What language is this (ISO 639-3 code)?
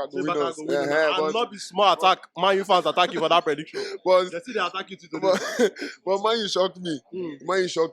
pcm